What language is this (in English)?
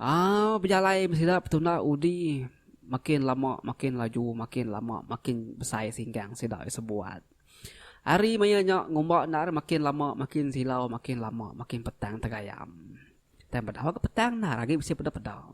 Iban